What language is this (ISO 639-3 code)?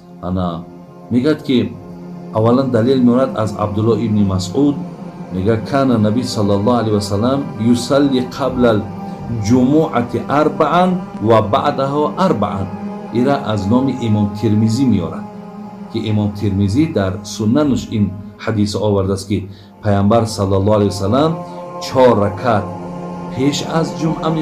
tgk